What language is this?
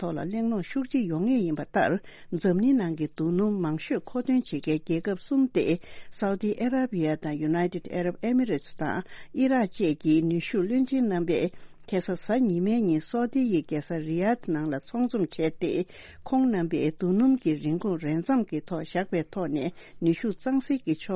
Tibetan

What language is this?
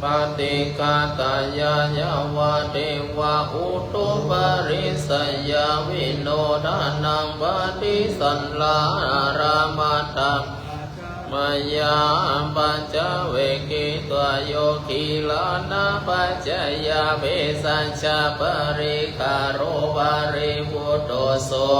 Pali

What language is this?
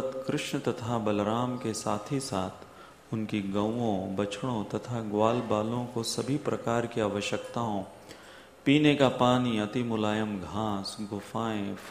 Hindi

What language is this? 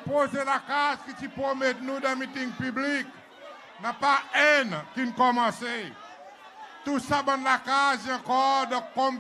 Seselwa Creole French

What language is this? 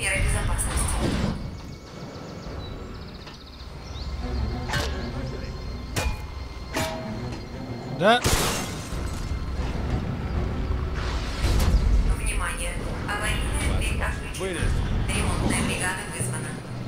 Russian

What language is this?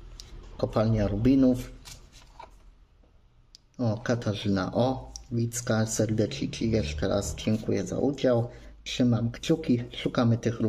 Polish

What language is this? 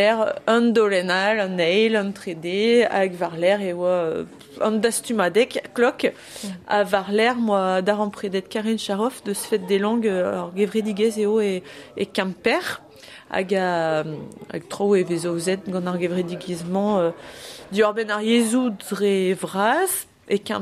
Breton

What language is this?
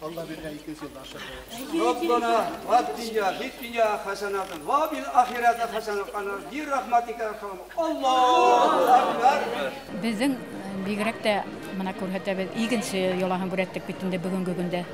Bashkir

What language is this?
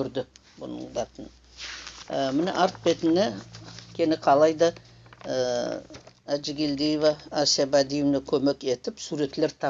Nogai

